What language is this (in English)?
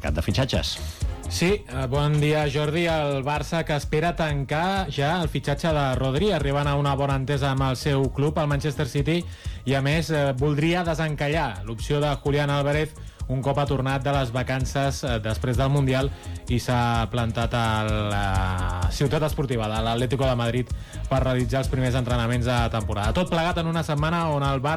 Catalan